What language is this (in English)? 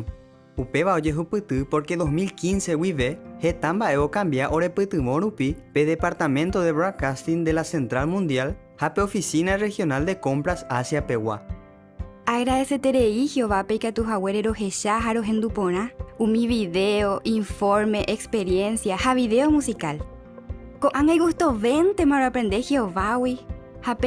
Guarani